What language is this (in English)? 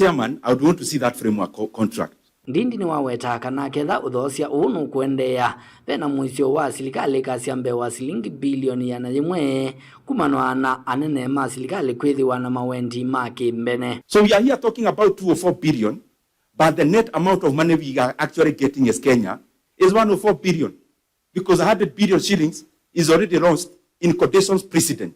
Kamba